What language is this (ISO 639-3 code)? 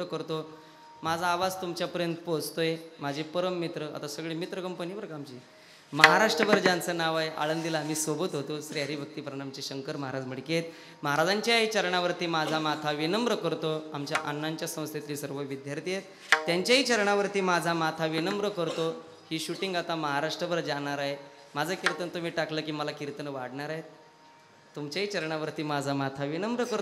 mar